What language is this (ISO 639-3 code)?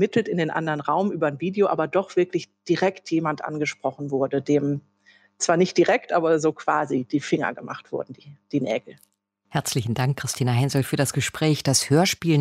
deu